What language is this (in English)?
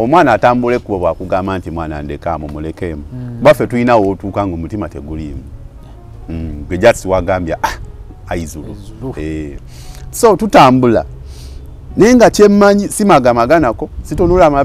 Ganda